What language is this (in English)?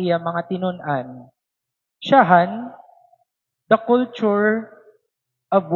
Waray